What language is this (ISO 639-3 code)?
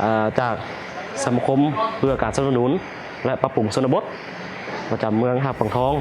lao